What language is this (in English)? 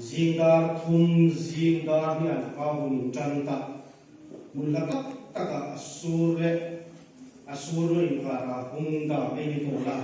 Hmar